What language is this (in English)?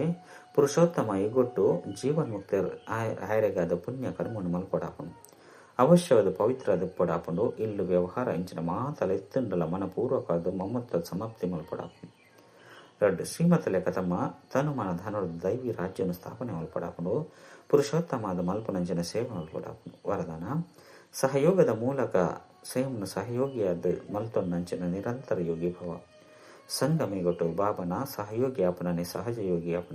Tulu